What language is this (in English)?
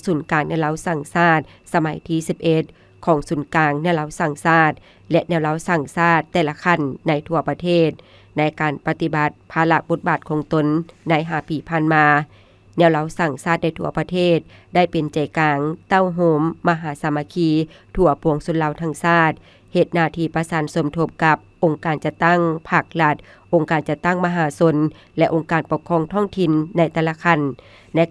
Lao